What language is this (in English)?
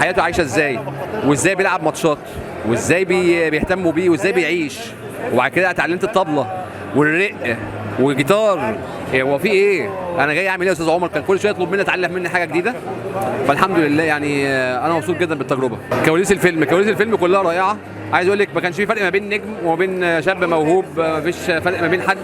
Egyptian Arabic